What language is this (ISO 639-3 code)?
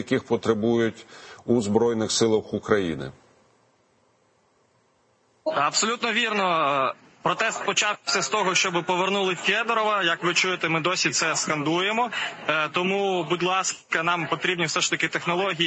ukr